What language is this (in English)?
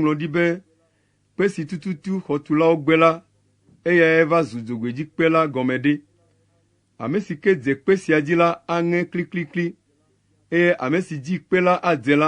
Ewe